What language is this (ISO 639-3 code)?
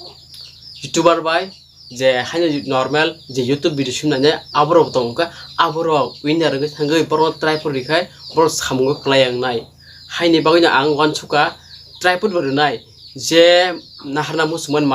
trp